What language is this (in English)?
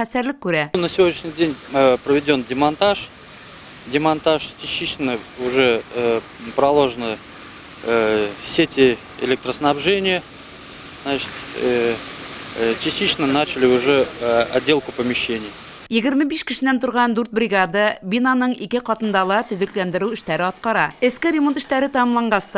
Bashkir